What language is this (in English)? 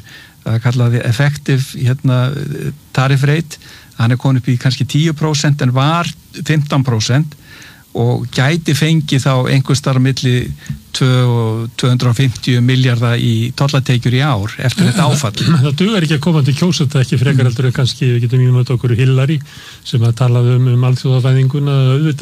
Icelandic